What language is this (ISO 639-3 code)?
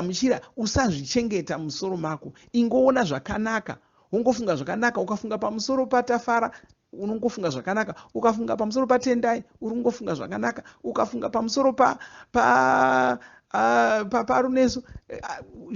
sna